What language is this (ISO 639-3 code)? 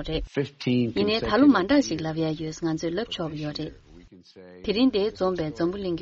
bod